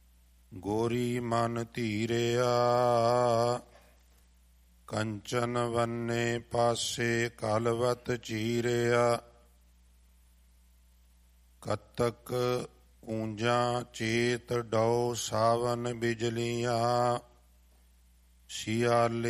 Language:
Punjabi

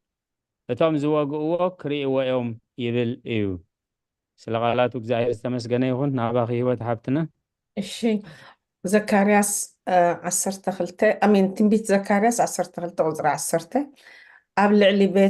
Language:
Tigrinya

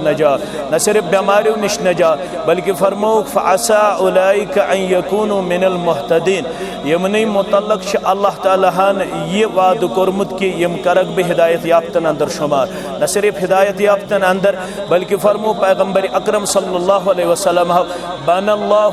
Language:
Kashmiri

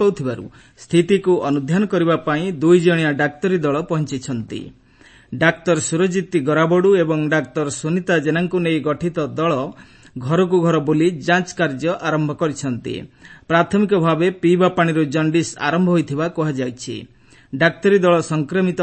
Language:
Odia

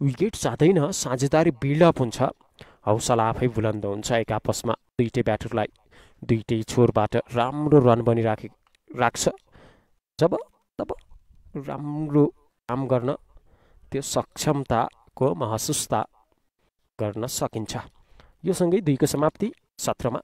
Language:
Nepali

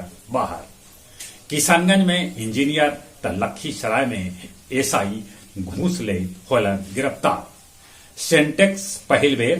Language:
Magahi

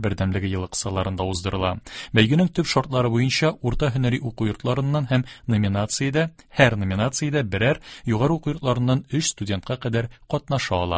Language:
Tatar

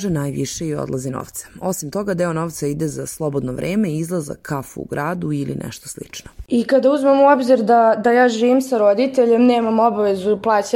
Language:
Serbian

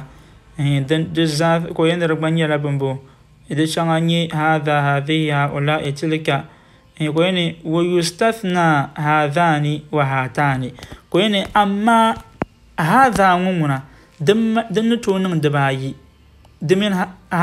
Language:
Dagbani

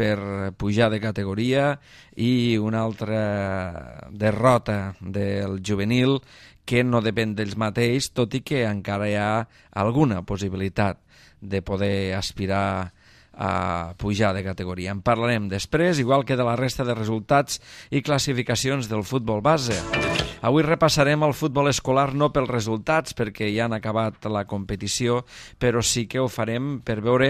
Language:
Catalan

